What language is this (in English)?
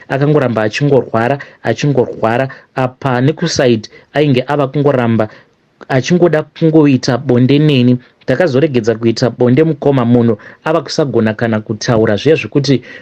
Shona